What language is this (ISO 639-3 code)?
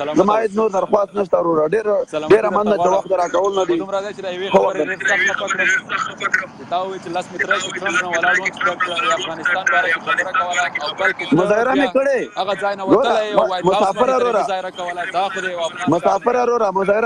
pus